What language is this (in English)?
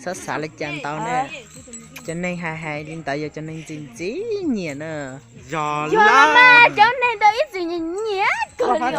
Hmong